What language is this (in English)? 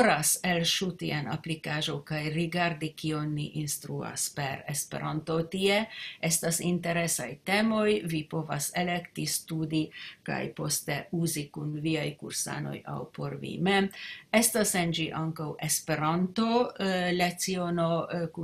Esperanto